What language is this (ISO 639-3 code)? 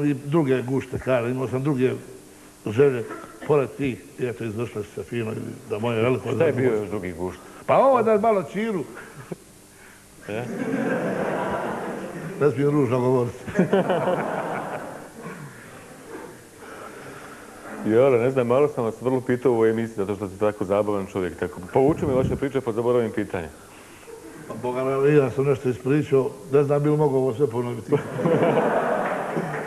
bos